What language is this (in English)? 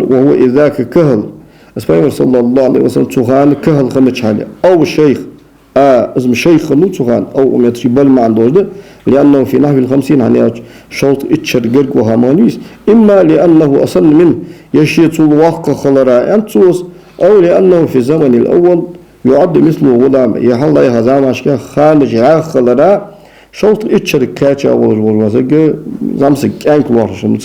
Ingush